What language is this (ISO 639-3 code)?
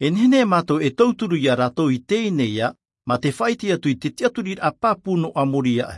tah